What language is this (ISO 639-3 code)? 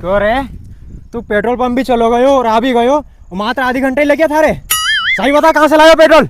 raj